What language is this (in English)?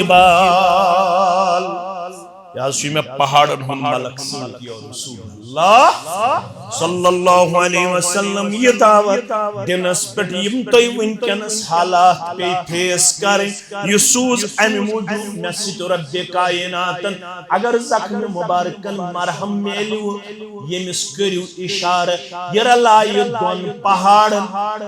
Kashmiri